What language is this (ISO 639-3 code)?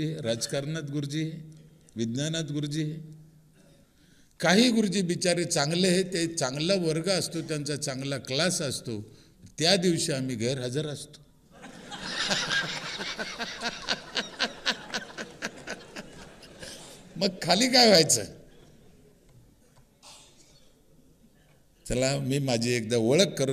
mar